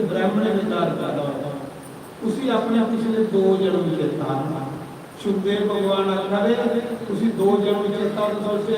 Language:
Dogri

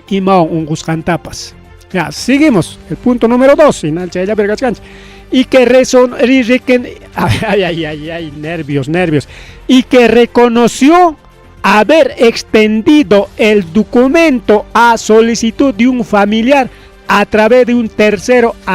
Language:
Ayacucho Quechua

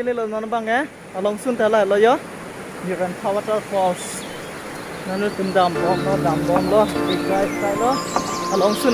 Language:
Karbi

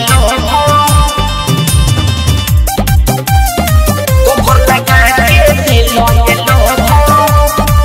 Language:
Bhojpuri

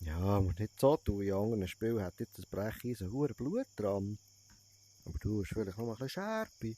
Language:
Swiss German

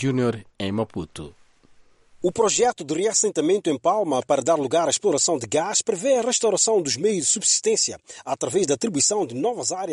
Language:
Portuguese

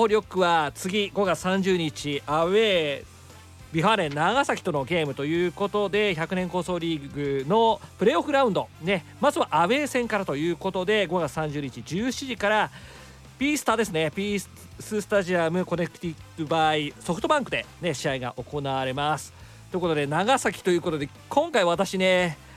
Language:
Japanese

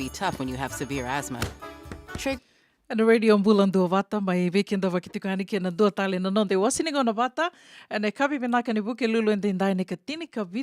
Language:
Fijian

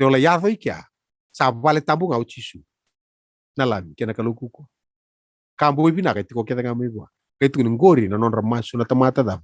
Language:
Fijian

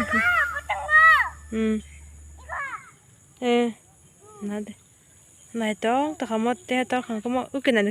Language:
Kok Borok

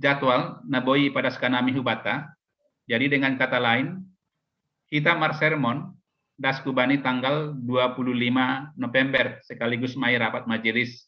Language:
Batak Simalungun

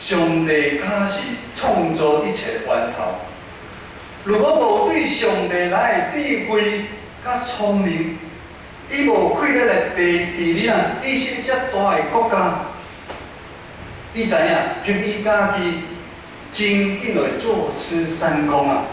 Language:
Min Nan Chinese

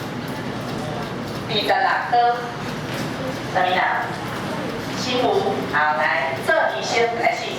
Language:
Min Nan Chinese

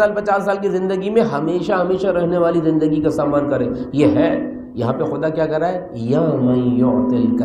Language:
Urdu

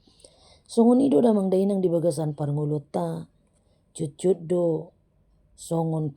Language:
Batak Toba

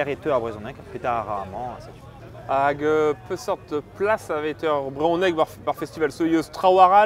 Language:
Breton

